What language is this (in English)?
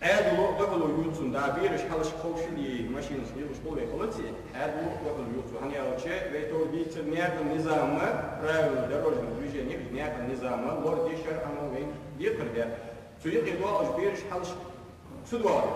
Ingush